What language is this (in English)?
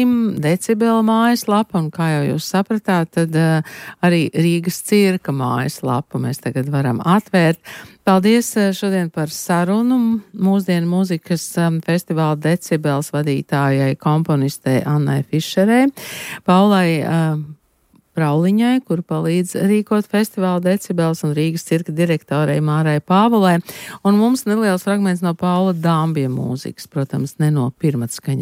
Latvian